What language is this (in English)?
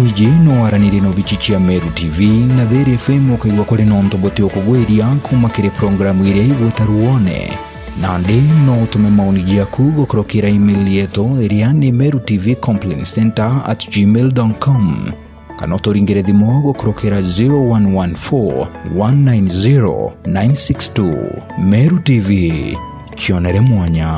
Meru